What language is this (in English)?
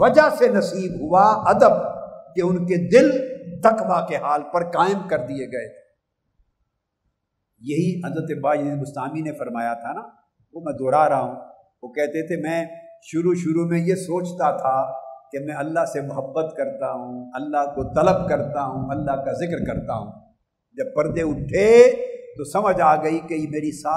Urdu